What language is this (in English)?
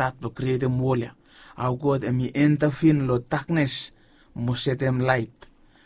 Bislama